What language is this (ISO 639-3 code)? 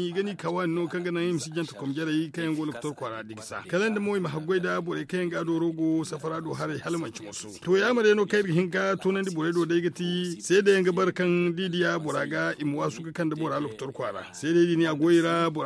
dje